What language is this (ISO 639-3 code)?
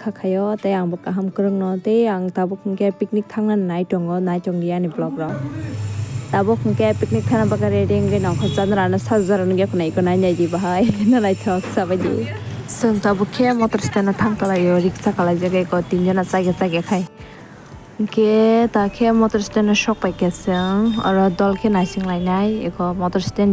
trp